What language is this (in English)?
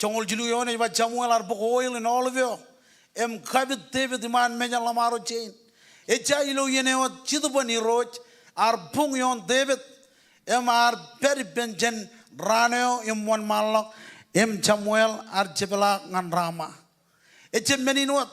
Marshallese